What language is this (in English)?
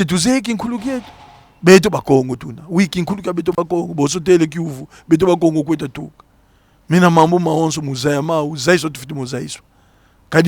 Kongo